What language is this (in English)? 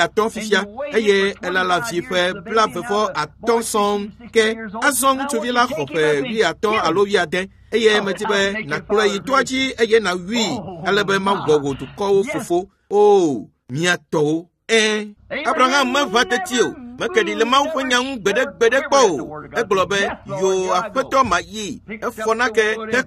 Ewe